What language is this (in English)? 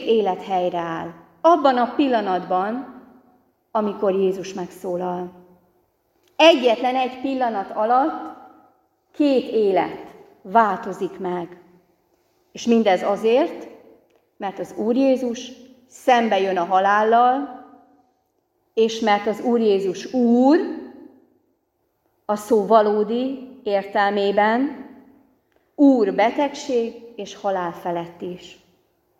Hungarian